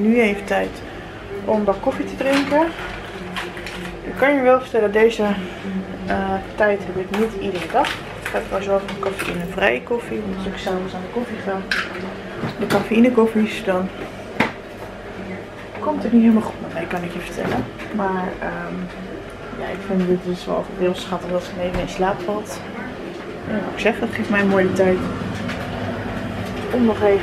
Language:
Dutch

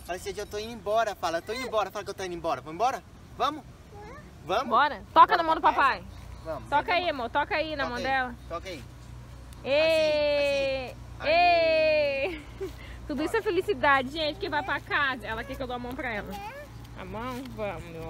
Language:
Portuguese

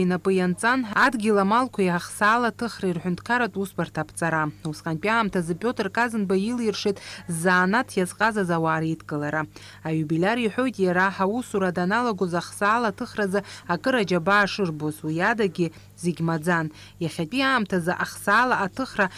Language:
Abkhazian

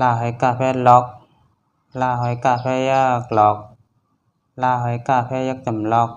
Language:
Shan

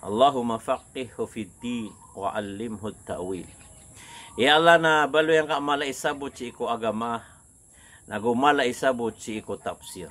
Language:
Maranao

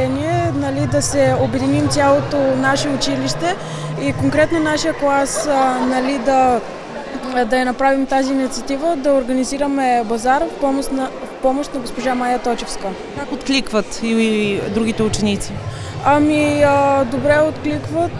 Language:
Bulgarian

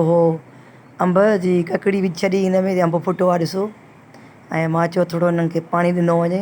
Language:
Sindhi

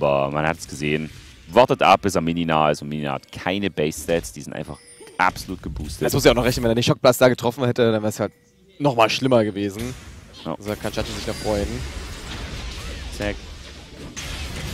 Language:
German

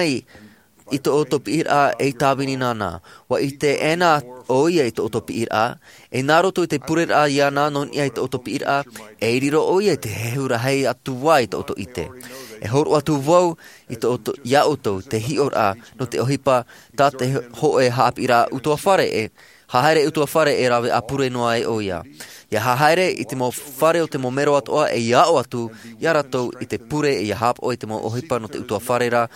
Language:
Tahitian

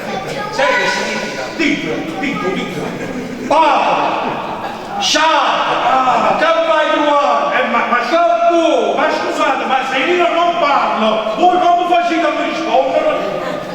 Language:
Neapolitan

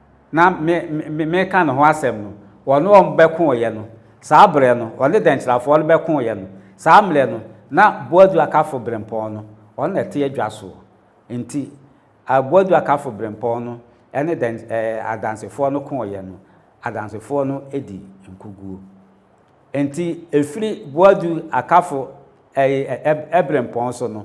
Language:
Akan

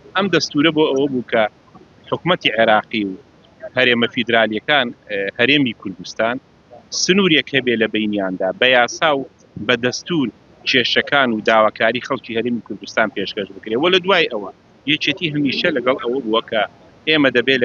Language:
Central Kurdish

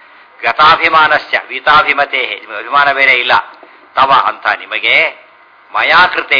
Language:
Kannada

